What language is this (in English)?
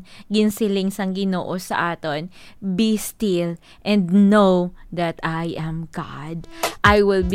Hiligaynon